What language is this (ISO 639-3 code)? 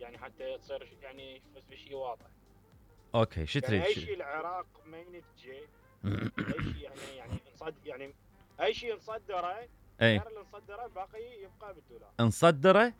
acm